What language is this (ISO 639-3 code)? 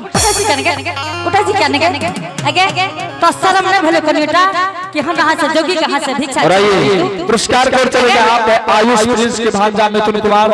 anp